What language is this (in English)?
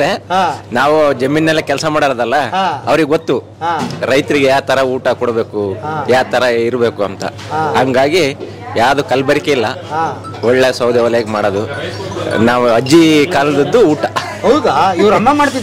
Kannada